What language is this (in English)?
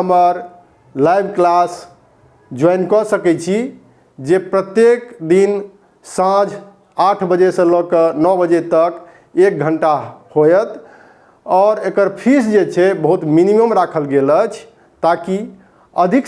Maithili